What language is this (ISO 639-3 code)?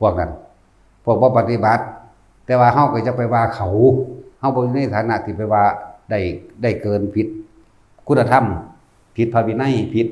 tts